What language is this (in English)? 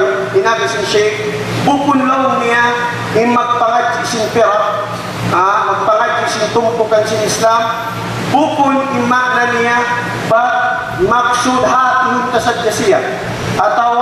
Tausug